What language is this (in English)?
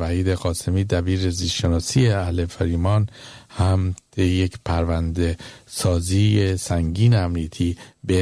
Persian